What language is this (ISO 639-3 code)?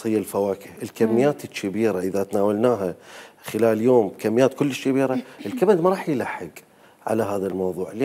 acm